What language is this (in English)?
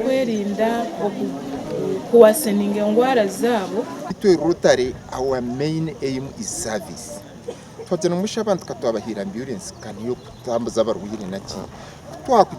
Nyankole